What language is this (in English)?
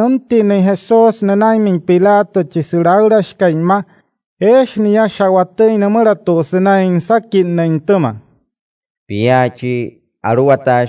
Wayuu